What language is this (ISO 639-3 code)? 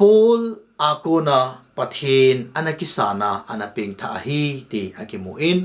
tcz